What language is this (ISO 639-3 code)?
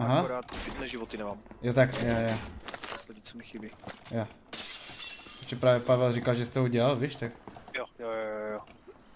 ces